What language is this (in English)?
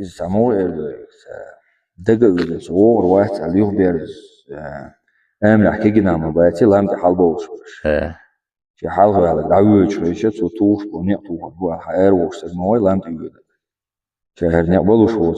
Chechen